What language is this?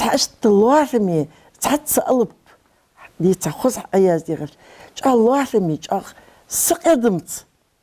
Ingush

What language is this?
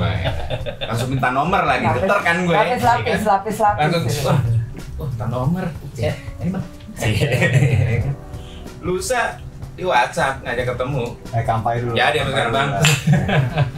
Indonesian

